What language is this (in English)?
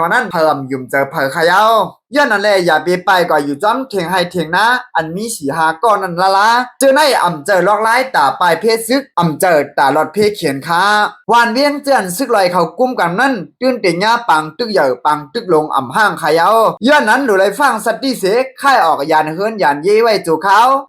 Shan